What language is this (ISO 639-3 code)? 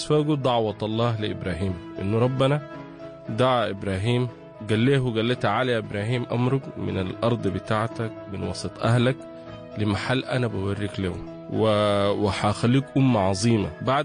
apd